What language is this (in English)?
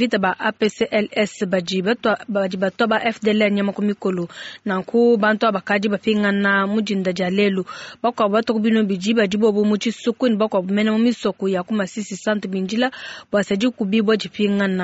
Luba-Lulua